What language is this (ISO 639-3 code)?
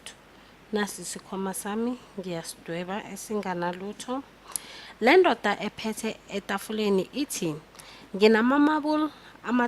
zul